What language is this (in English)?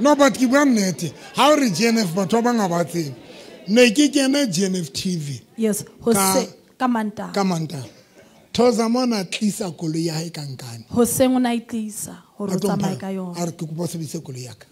Southern Sotho